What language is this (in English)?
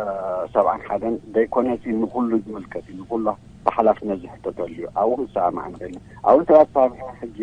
Tigrinya